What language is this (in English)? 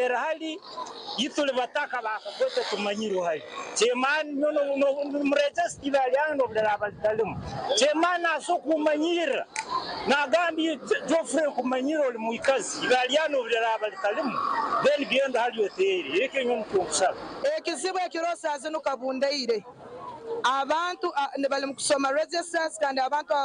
Nyankole